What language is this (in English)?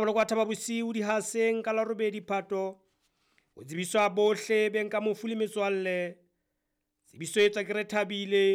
Southern Sotho